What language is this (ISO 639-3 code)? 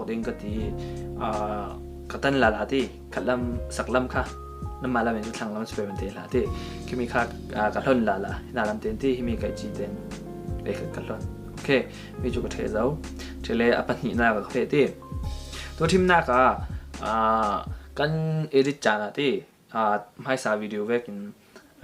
cfm